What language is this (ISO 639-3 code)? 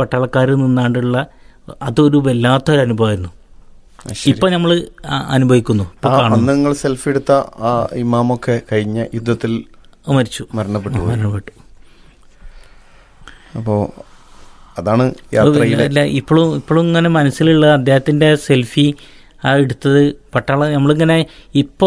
mal